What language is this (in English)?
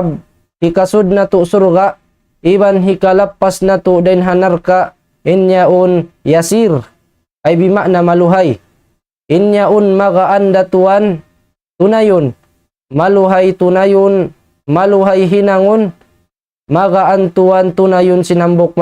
Tausug